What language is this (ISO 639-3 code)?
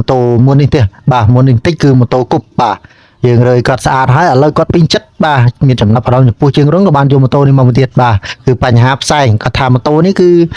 khm